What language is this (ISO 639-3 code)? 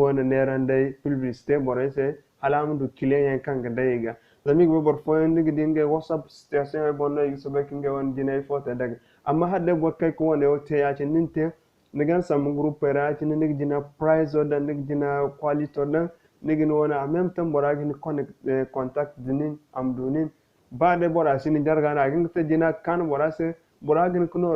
dje